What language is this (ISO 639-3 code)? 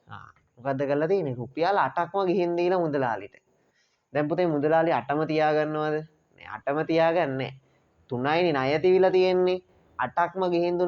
sin